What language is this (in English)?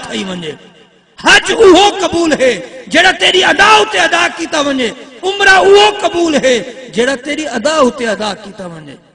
Saraiki